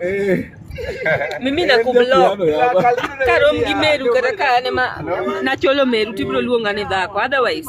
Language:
Luo (Kenya and Tanzania)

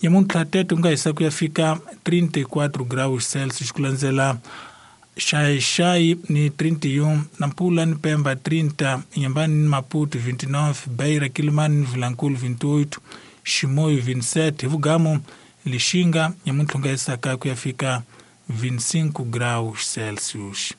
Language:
Tsonga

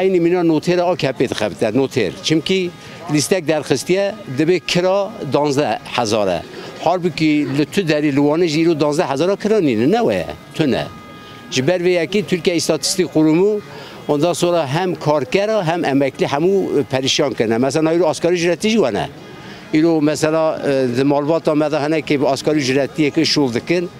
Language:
Kurdish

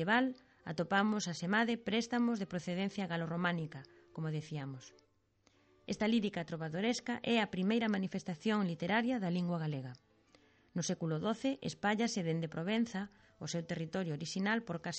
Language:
Galician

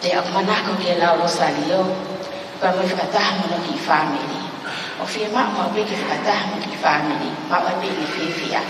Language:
Tongan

